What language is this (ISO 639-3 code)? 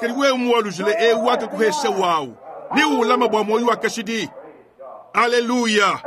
lua